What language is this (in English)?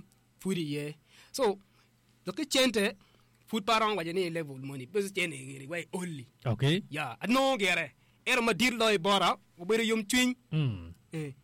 Acoli